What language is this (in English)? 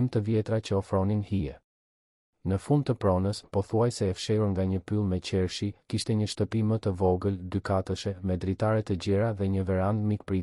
Albanian